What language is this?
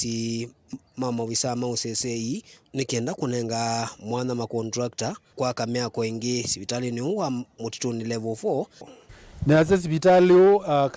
Kamba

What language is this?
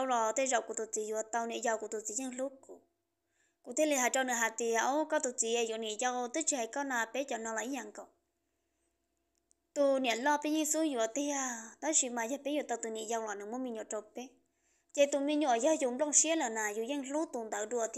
Vietnamese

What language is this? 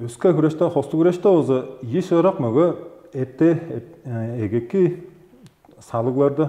Tuvinian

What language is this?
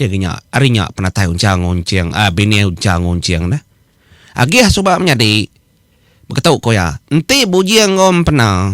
Iban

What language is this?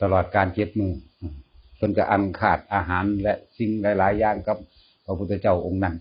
Northeastern Thai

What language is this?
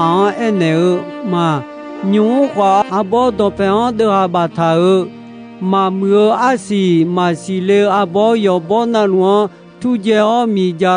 Akha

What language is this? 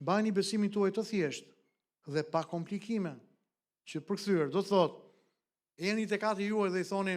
Albanian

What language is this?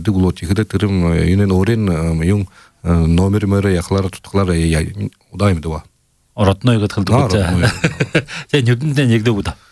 Buriat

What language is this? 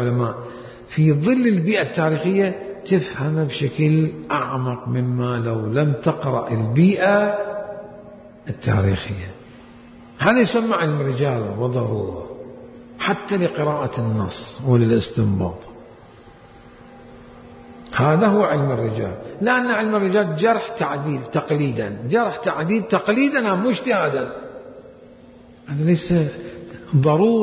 Arabic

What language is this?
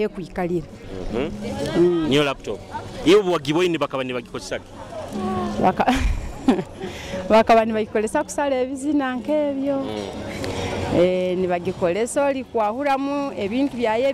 Nyoro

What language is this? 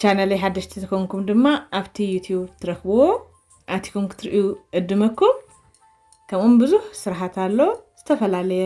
Tigrinya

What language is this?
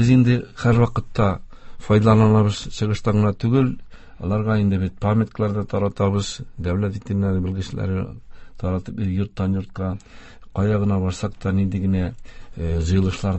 Tatar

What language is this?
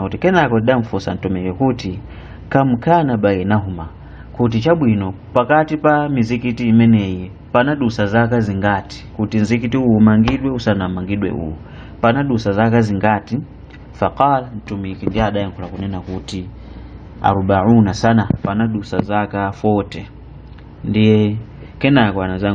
Nyanja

